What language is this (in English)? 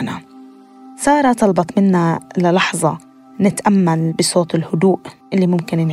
North Levantine Arabic